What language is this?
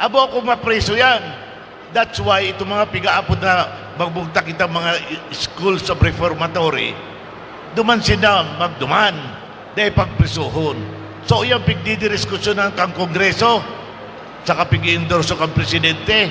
Bikol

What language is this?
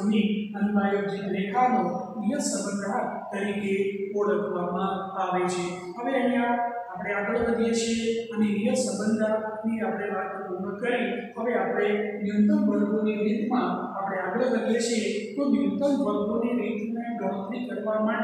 Gujarati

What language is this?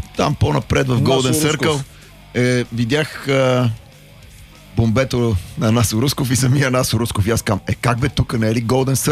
Bulgarian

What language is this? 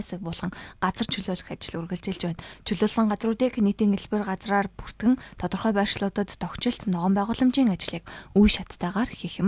Mongolian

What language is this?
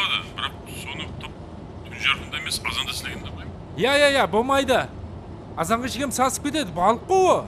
Kara-Kalpak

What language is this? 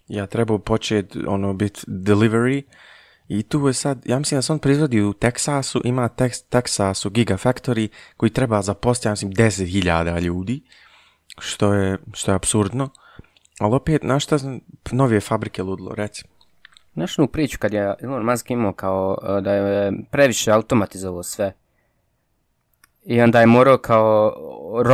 Bosnian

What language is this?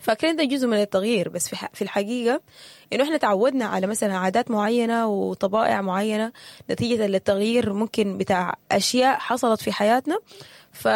Sudanese Arabic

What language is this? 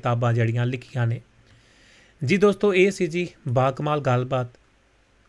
Punjabi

